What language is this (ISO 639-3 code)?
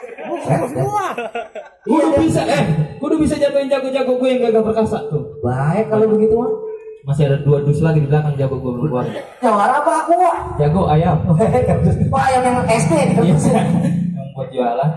bew